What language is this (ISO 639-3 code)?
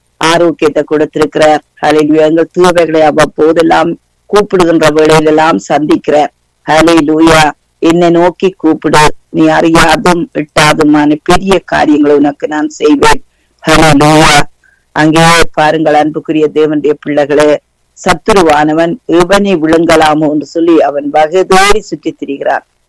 tam